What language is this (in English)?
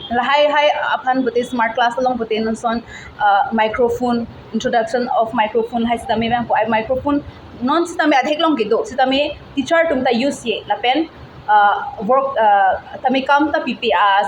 Karbi